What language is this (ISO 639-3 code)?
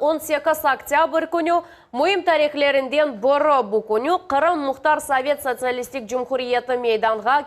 crh